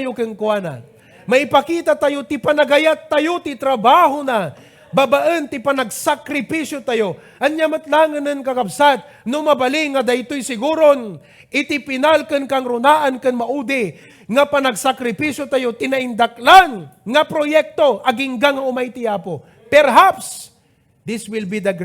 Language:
Iloko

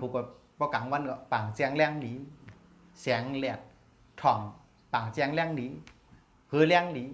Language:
Shan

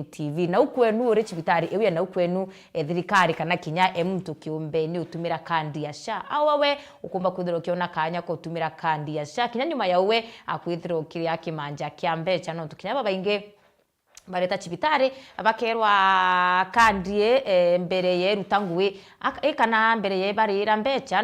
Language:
Meru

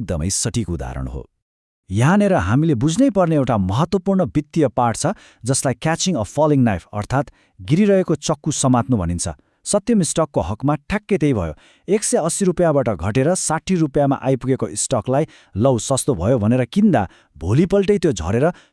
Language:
Nepali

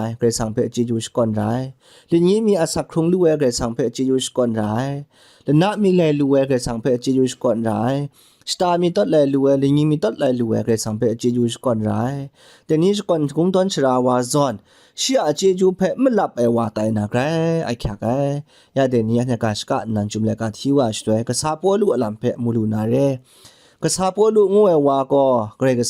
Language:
Kachin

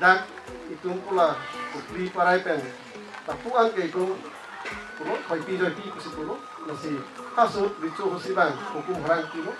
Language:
Karbi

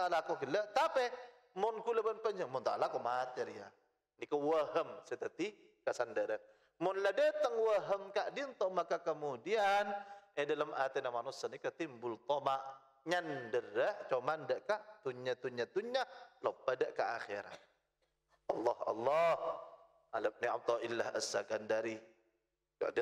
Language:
Madurese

